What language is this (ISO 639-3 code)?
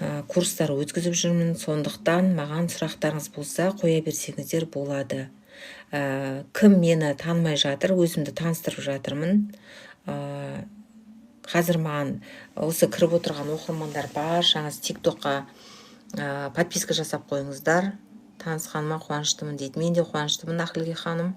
kaz